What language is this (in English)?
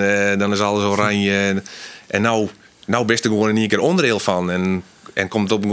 Western Frisian